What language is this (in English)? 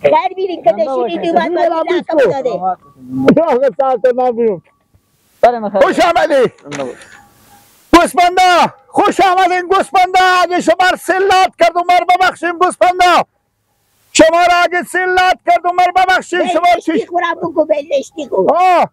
Persian